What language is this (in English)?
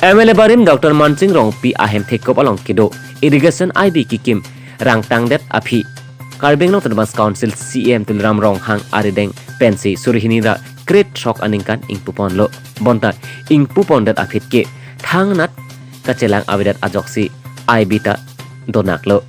Karbi